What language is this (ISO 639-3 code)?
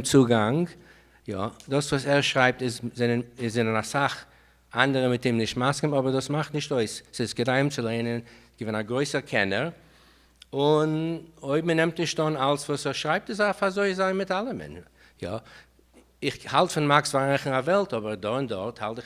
yid